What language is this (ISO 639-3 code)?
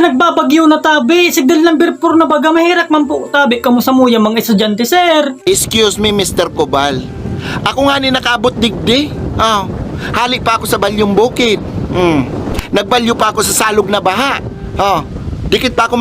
bik